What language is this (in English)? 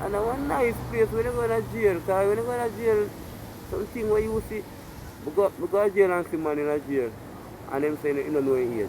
Jamaican Creole English